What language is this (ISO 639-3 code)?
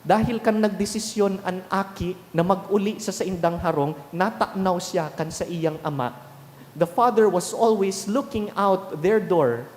bik